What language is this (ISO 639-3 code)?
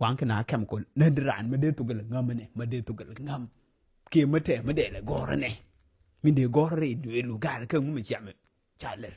nus